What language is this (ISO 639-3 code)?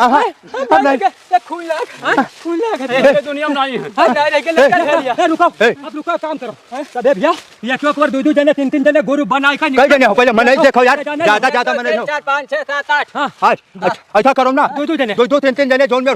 awa